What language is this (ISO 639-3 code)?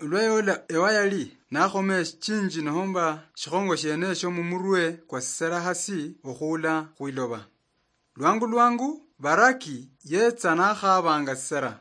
luy